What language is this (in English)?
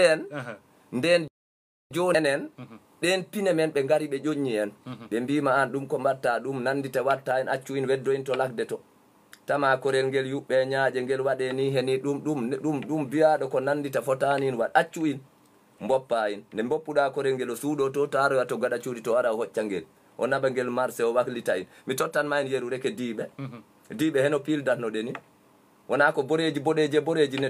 Fula